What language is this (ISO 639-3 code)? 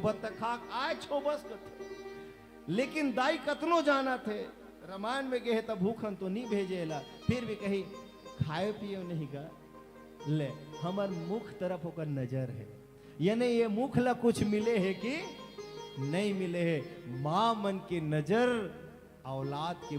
hne